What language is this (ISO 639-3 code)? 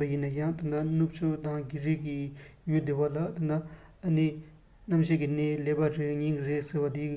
bod